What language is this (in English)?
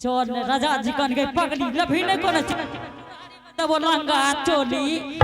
Angika